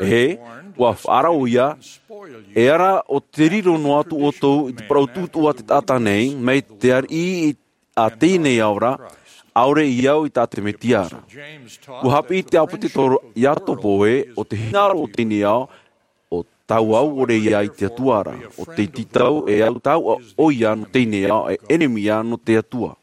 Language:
Tahitian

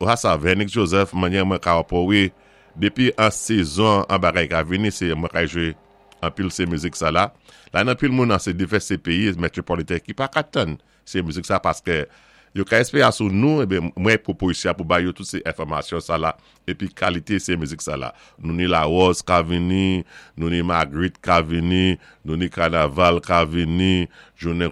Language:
Saint Lucian Creole French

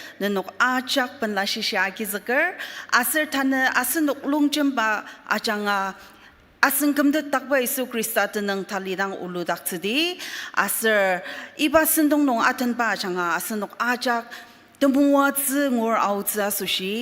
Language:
Ao Naga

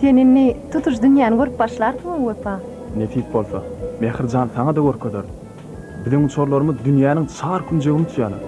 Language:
Turkmen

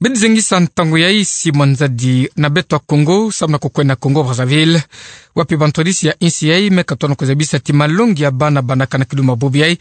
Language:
Kituba (Democratic Republic of Congo)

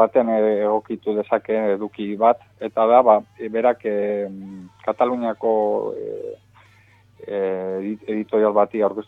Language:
Basque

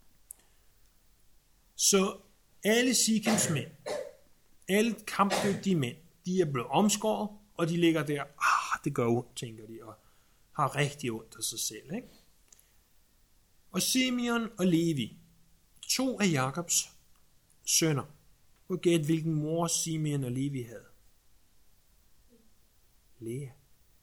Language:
Danish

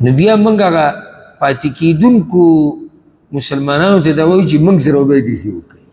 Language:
Pashto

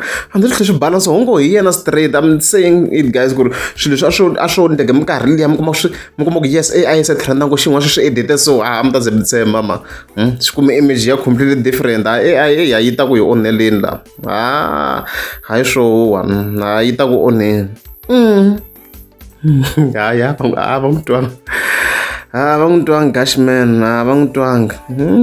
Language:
Tsonga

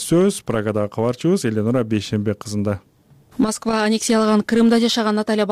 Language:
Kyrgyz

